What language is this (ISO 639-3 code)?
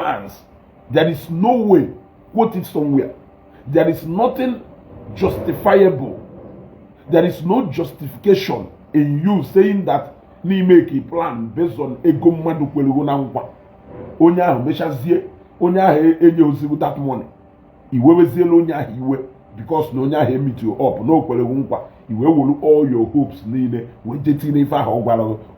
ibo